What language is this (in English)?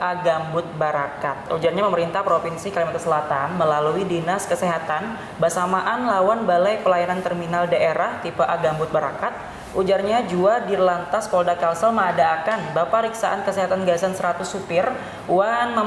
Banjar